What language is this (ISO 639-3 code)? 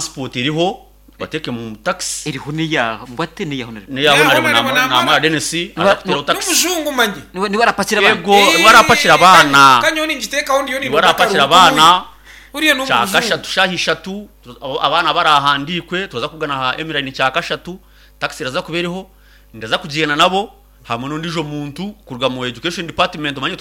nyn